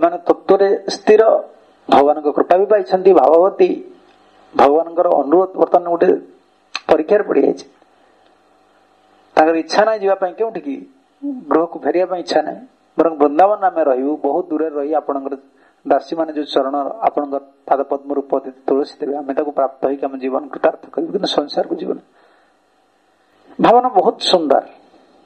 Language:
Odia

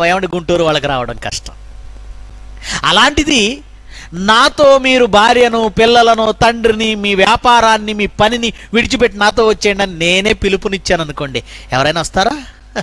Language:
Telugu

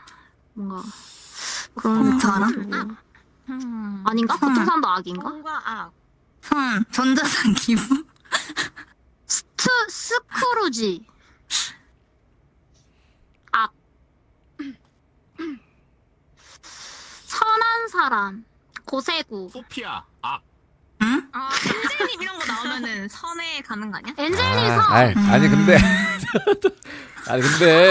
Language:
Korean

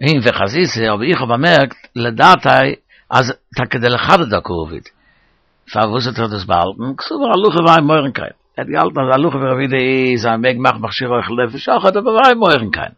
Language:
Yiddish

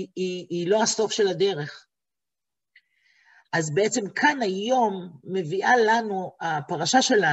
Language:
Hebrew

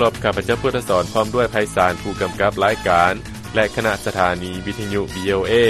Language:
Lao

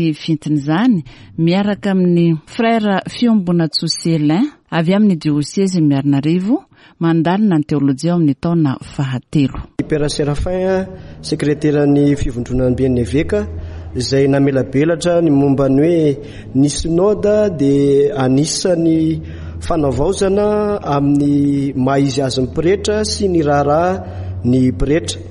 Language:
Malagasy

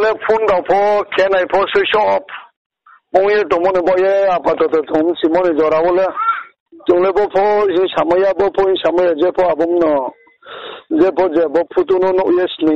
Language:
Riang (India)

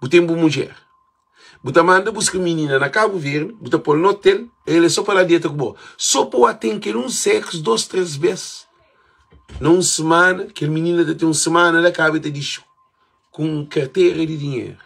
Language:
Kabuverdianu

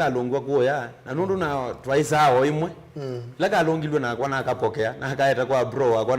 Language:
Kamba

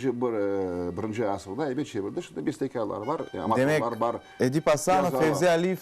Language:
Crimean Tatar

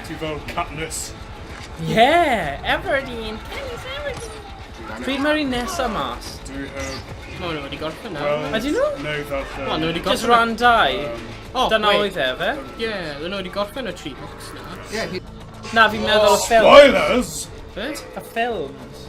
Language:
Welsh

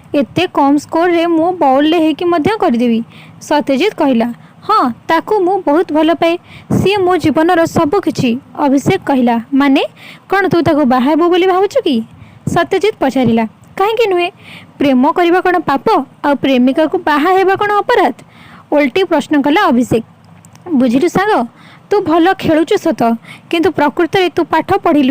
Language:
Odia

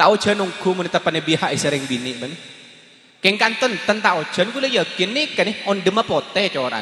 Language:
Madurese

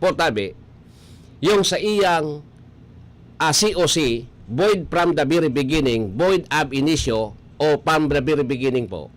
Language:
Bikol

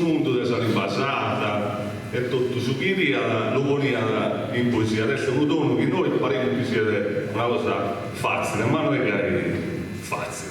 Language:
Sardinian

